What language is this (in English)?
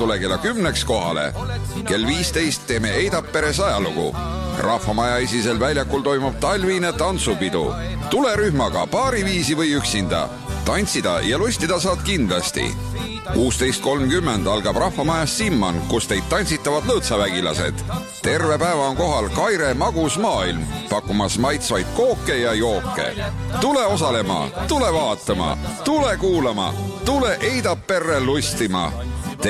Estonian